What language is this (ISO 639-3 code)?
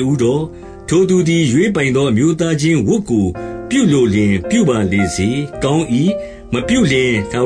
mya